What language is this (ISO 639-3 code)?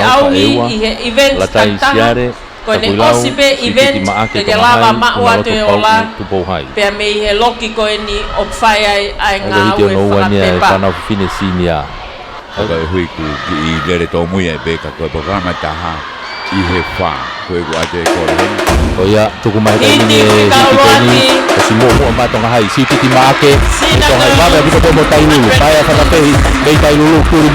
ton